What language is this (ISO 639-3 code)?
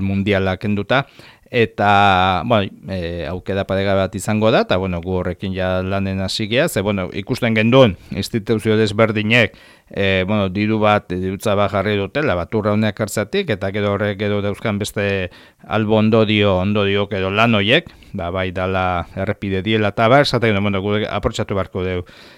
eus